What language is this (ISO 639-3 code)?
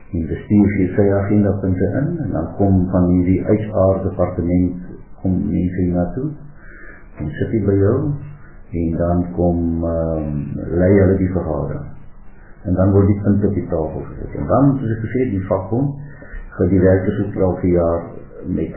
afr